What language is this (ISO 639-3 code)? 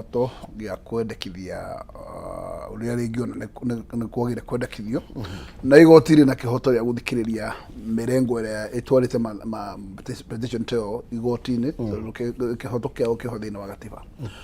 kik